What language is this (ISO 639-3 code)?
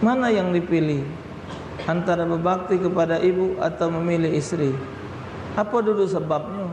mui